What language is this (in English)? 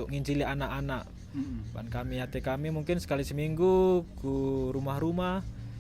Batak Karo